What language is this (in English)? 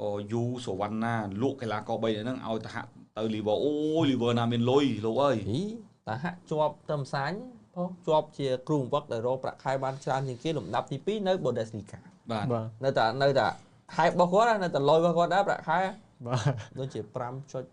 Khmer